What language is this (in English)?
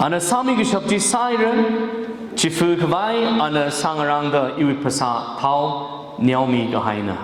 Tangkhul Naga (India)